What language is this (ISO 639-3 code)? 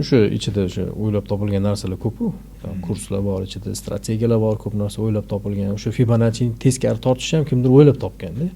uzb